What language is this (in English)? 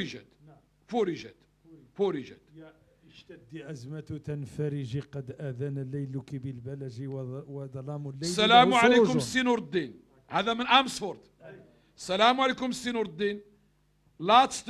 Moroccan Arabic